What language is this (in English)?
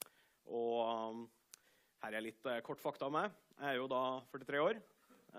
Norwegian